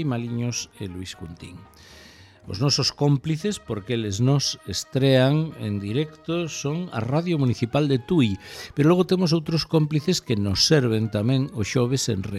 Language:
Galician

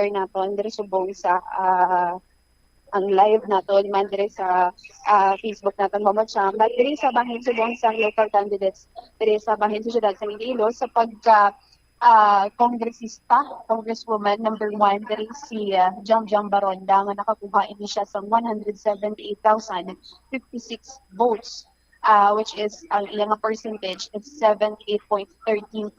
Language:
Hiligaynon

